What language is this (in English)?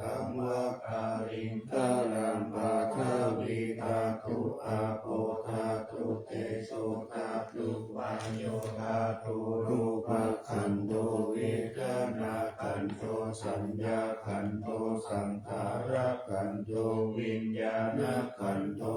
Pali